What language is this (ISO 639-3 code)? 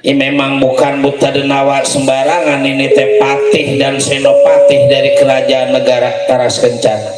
bew